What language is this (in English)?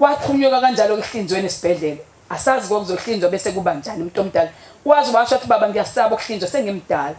Zulu